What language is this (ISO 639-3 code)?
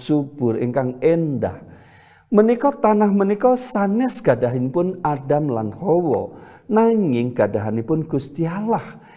jav